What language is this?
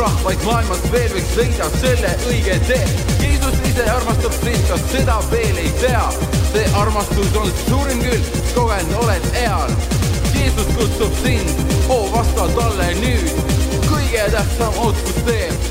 Estonian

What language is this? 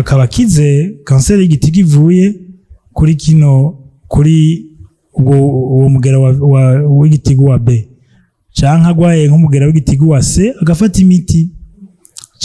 Rundi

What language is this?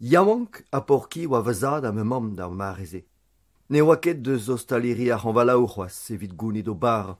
Breton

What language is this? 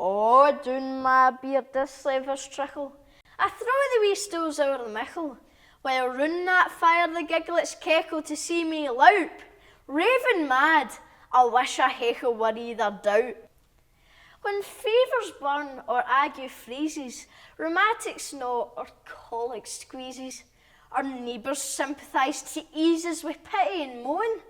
Scots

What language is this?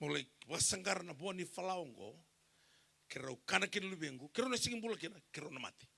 Fijian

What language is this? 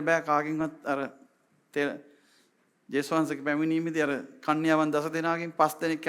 Sinhala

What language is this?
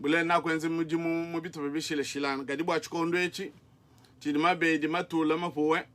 Luba-Lulua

